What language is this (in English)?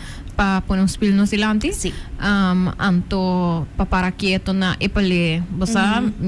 Papiamento